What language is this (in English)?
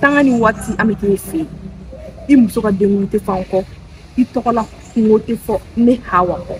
Bambara